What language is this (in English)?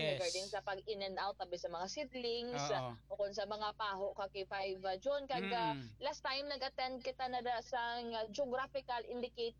Hiligaynon